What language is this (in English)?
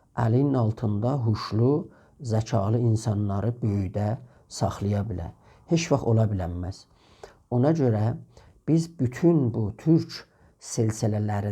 South Azerbaijani